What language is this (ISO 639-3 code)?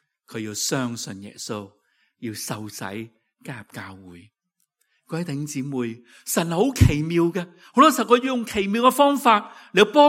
yue